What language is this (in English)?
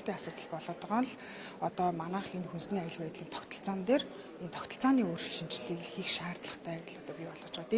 Mongolian